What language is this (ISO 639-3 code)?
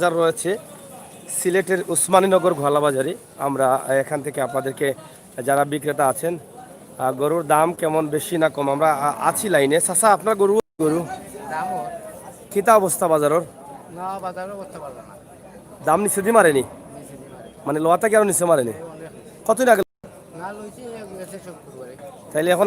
syl